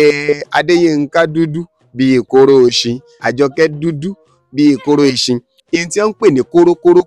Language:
Yoruba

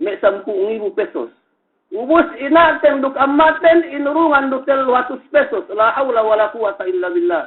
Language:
Yakan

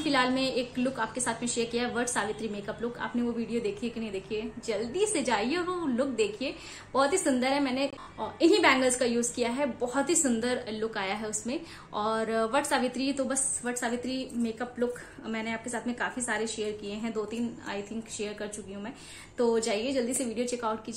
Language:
Hindi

